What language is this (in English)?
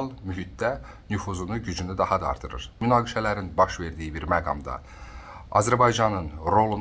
Azerbaijani